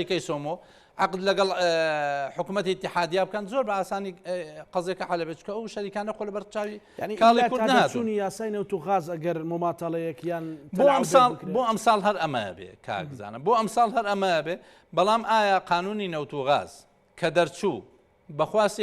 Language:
Central Kurdish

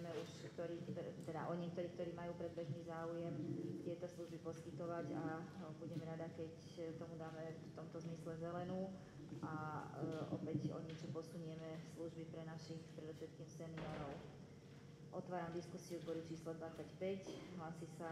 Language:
Slovak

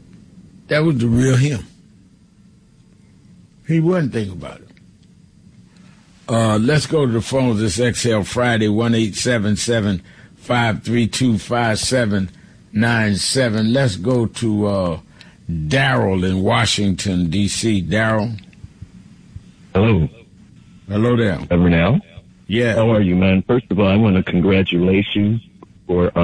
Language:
English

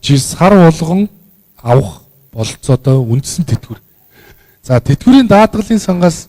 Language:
Mongolian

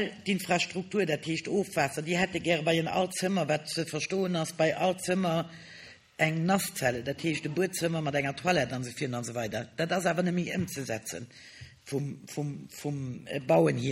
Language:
Luxembourgish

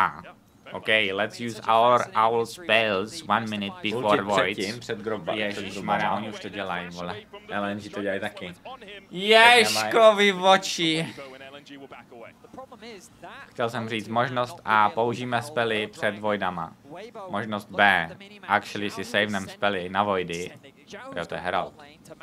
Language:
Czech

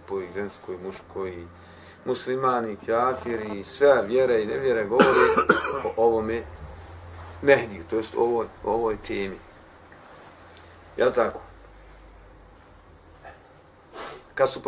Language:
Bosnian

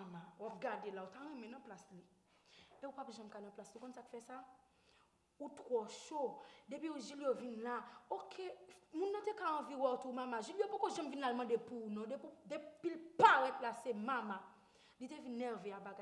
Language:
Haitian Creole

